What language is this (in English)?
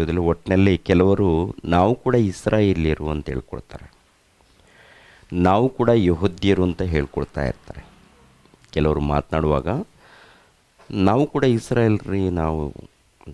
Kannada